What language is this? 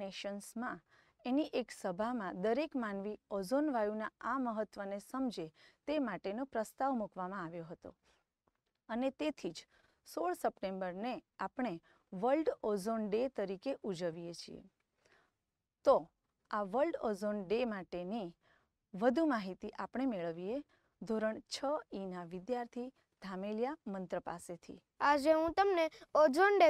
Gujarati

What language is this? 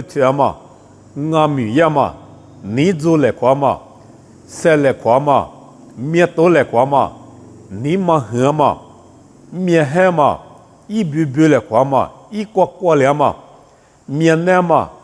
Lisu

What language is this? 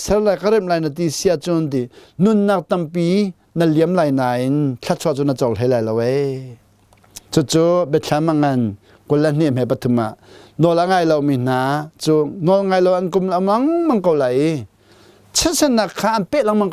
Hakha Chin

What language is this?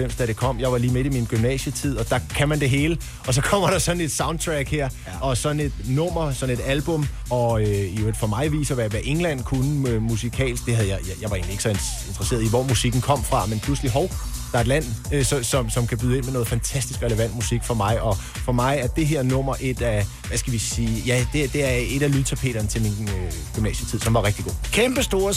Danish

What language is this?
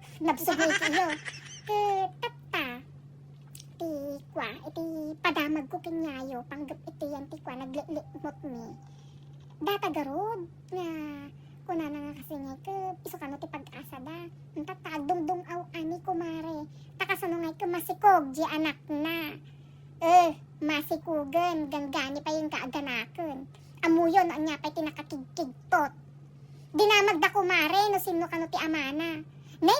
Iloko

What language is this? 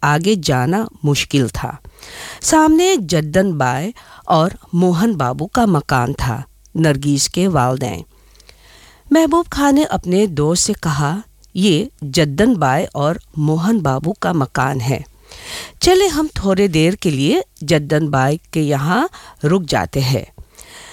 Urdu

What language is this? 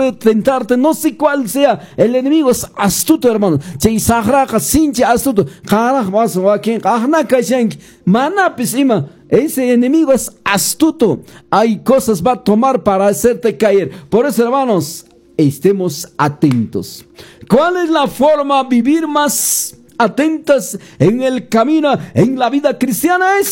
Quechua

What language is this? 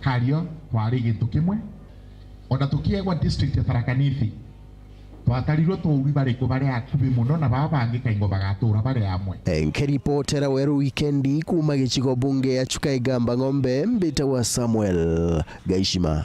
Meru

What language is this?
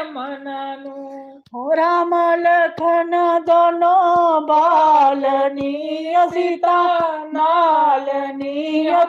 Dogri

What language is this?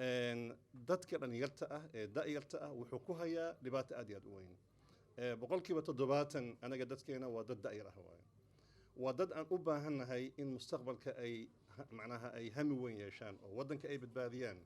Somali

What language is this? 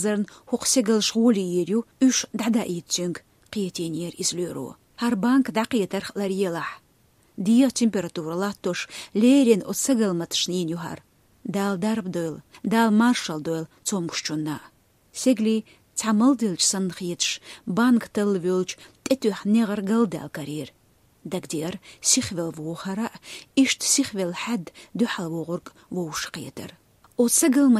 Chechen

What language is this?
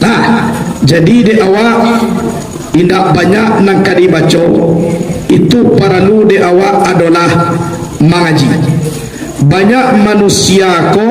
Minangkabau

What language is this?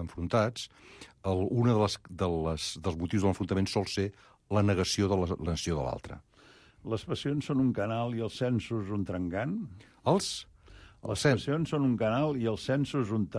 Catalan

